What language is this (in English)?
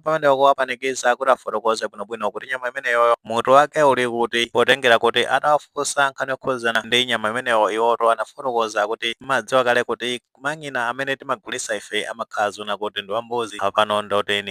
Nyanja